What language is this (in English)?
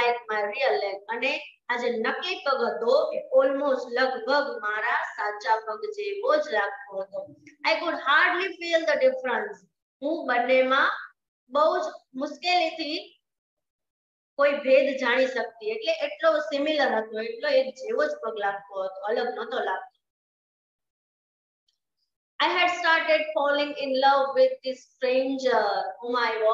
Gujarati